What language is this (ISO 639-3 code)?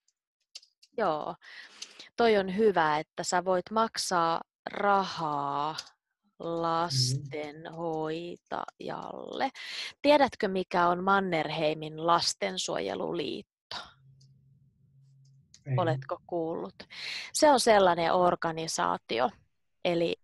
fin